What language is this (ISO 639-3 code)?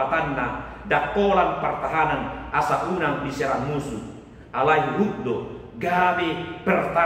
bbc